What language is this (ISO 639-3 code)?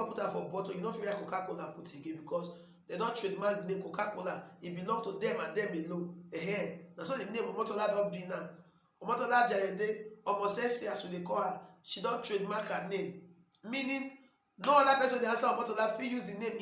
pcm